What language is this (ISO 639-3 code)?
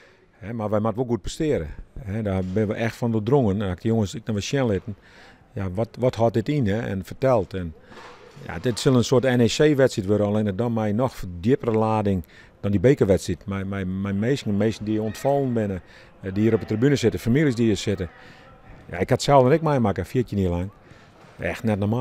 fry